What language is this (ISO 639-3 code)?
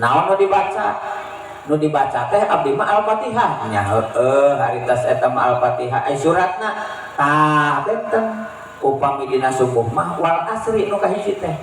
sun